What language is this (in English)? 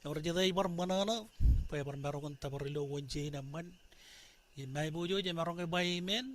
Marshallese